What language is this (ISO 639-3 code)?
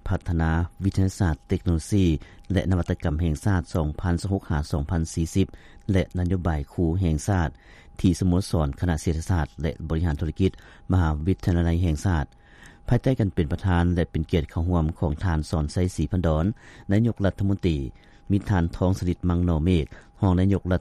lao